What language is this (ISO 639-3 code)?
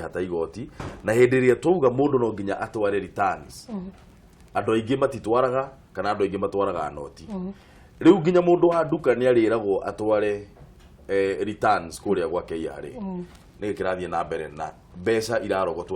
kik